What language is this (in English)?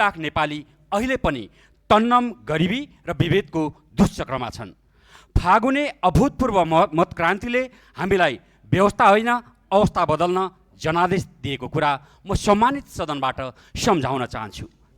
Nepali